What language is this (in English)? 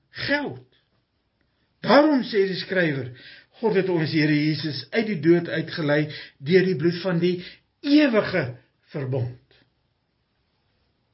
Afrikaans